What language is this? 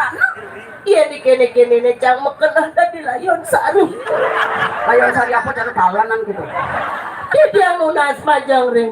Balinese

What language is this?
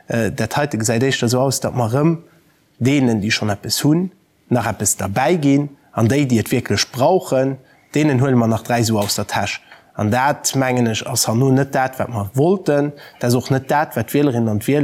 Luxembourgish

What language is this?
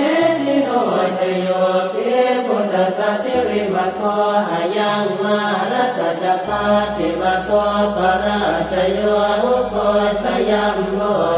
Pali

